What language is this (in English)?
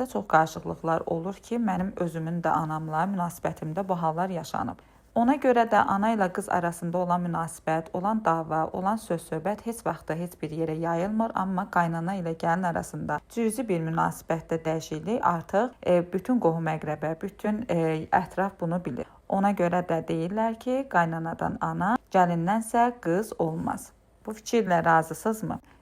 Azerbaijani